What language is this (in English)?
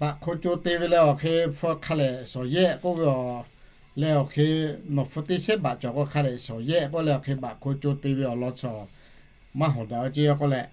Lahu